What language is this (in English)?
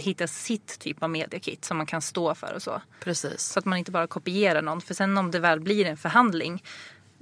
Swedish